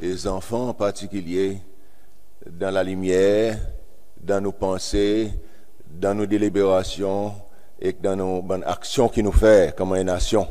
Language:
Seselwa Creole French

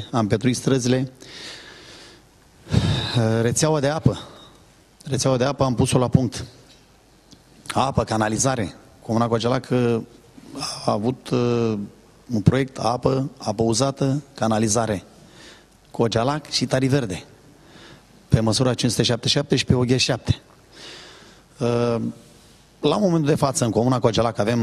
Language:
Romanian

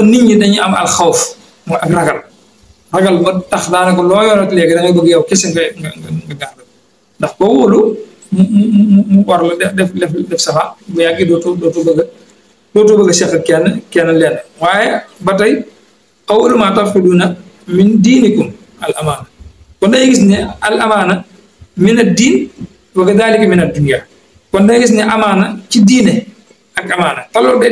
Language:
Wolof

